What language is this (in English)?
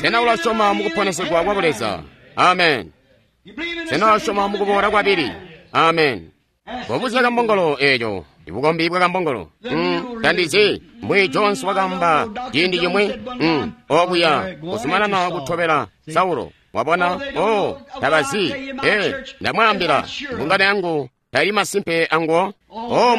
Tonga (Zambia)